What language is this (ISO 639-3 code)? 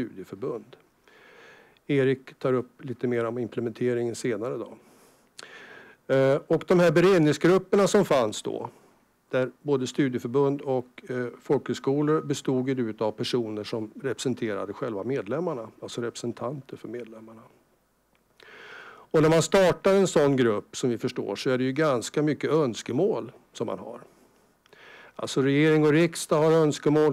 swe